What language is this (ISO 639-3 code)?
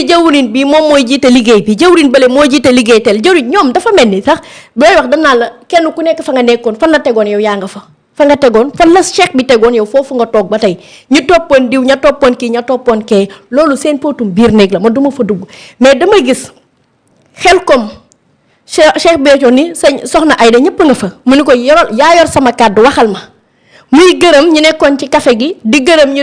wol